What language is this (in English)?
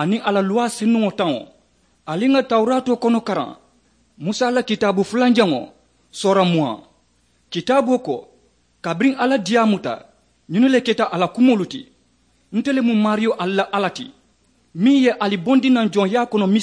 Mandingo